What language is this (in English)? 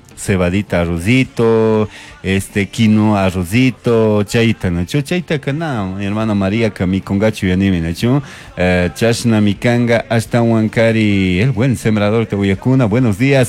Chimborazo Highland Quichua